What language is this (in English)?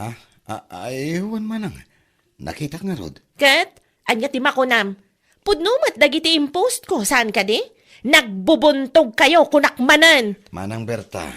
Iloko